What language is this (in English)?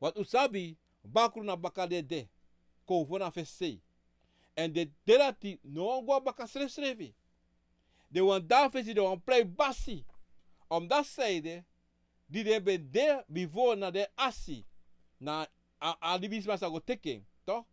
Sranan Tongo